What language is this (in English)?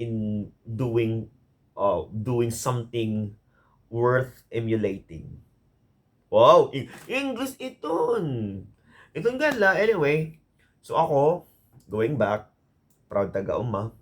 Waray